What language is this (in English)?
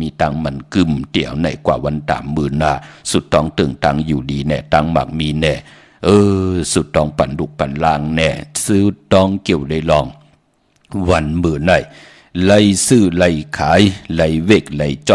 Shan